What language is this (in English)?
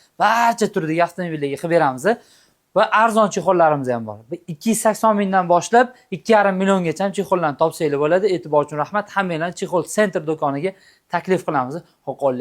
Uzbek